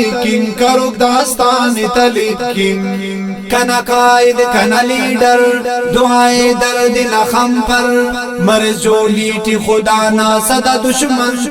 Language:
Brahui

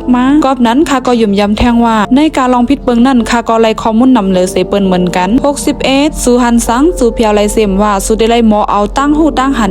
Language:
Shan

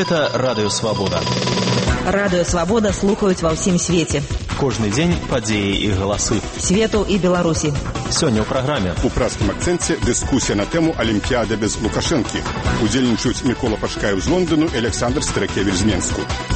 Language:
Belarusian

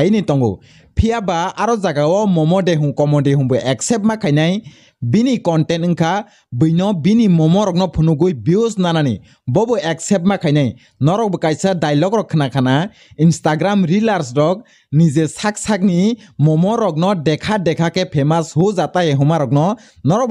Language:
Kok Borok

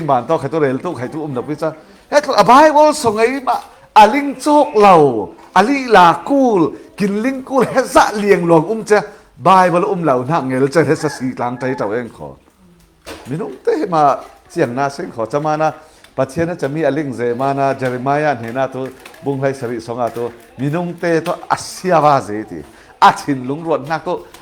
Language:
Falam Chin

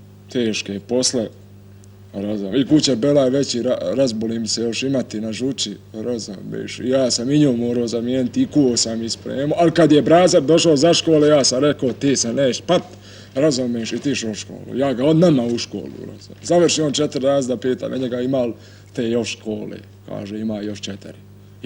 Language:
Bosnian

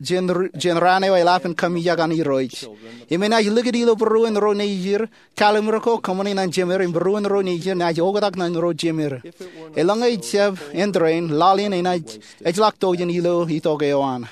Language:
Marshallese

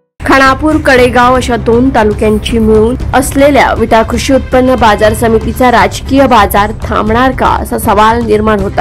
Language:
Marathi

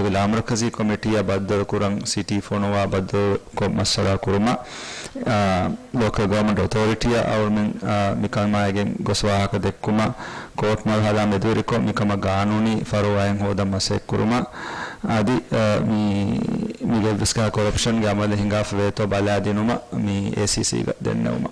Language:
Divehi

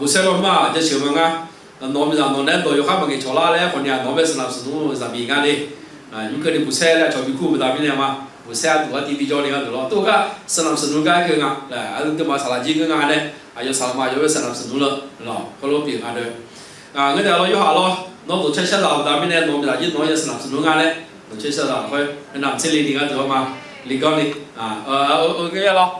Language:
Akha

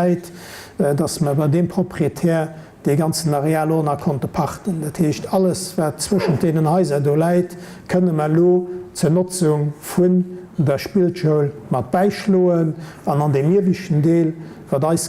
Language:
Luxembourgish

